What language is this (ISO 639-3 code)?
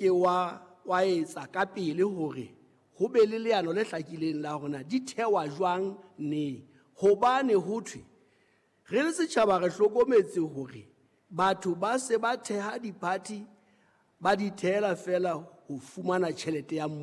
sot